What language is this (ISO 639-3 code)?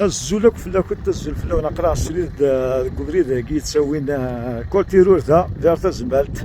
kab